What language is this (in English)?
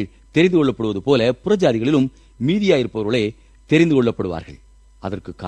Tamil